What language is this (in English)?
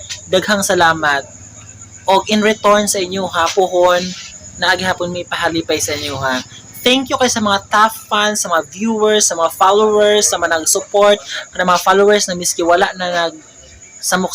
Cebuano